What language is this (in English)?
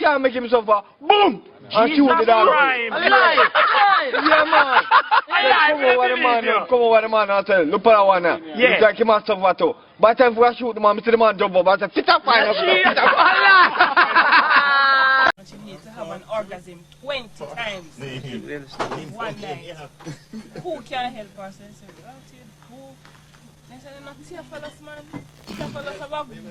Jamaican Creole English